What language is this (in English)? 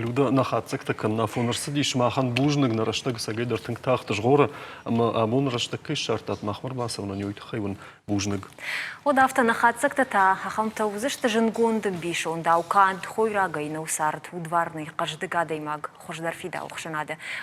Ossetic